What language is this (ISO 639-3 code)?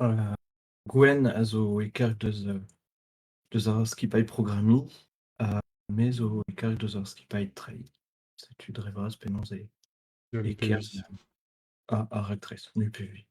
bre